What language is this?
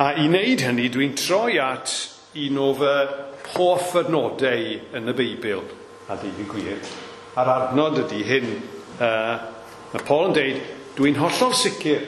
Welsh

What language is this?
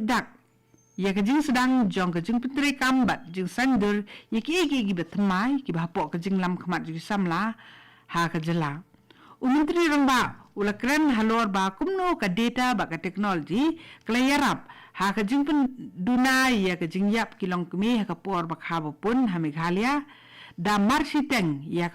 Khasi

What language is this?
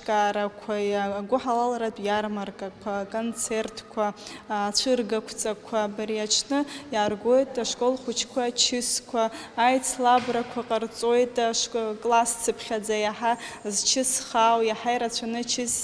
Abkhazian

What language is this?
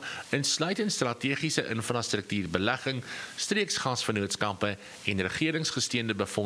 Afrikaans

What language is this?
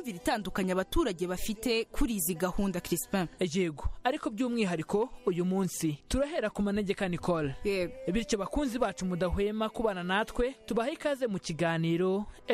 Kinyarwanda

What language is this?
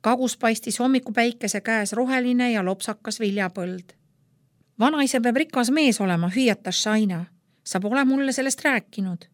Estonian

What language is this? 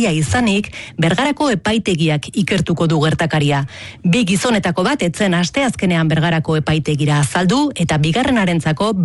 Basque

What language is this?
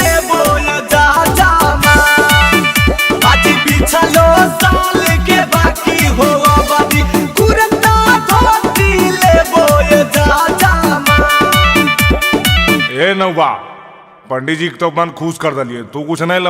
Magahi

